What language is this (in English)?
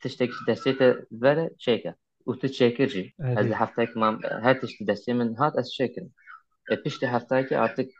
Kurdish